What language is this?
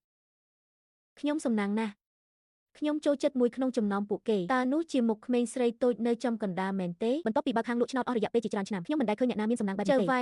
Khmer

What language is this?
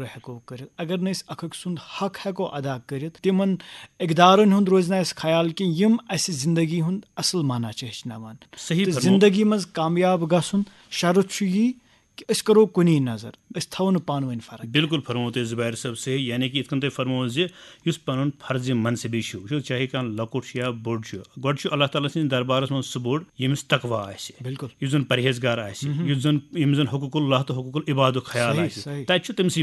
Kashmiri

